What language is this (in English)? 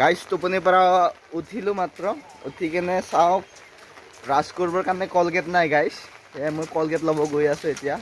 Assamese